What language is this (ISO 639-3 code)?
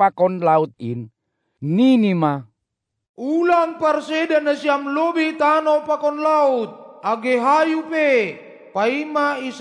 bts